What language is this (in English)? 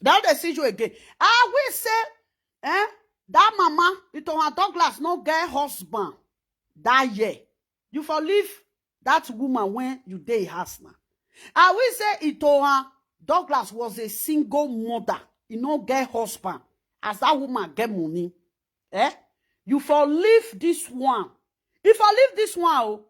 Nigerian Pidgin